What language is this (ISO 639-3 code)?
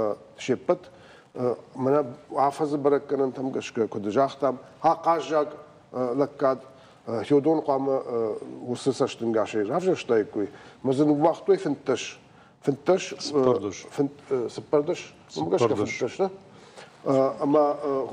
oss